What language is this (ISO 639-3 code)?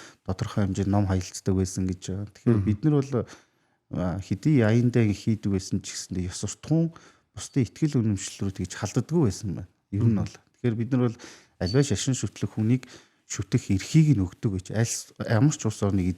mon